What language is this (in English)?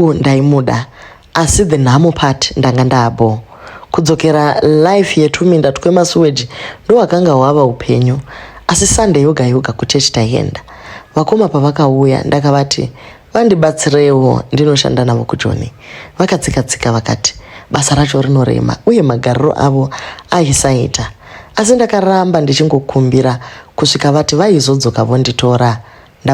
Shona